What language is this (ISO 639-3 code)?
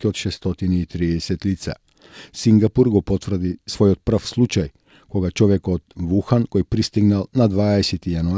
mkd